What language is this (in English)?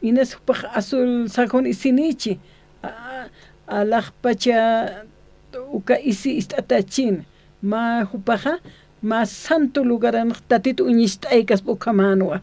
Aymara